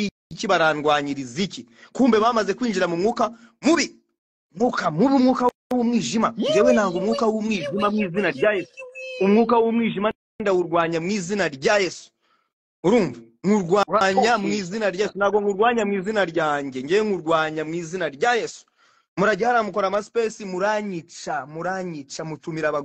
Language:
Kinyarwanda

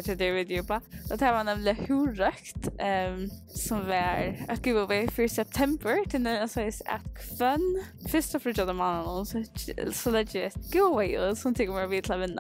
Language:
Faroese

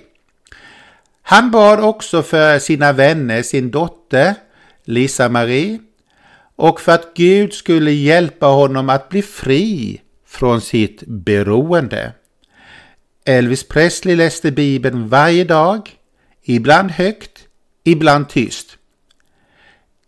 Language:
Swedish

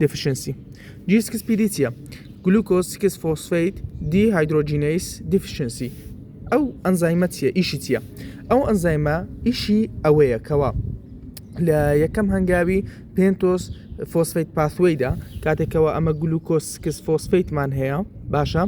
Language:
Central Kurdish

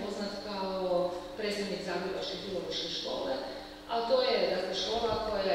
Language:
Croatian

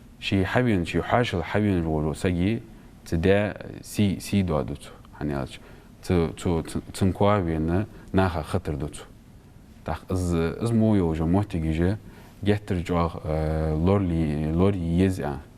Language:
Ingush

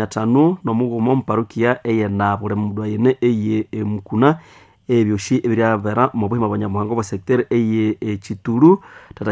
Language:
Nande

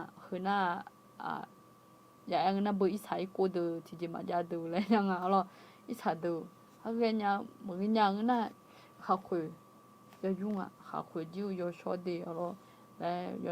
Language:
Akha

